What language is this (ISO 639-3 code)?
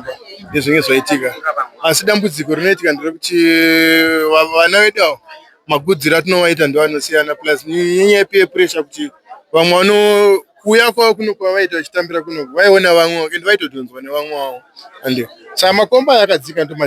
sna